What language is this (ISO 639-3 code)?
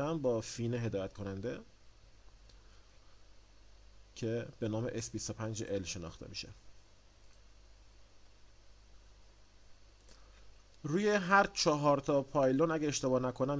fas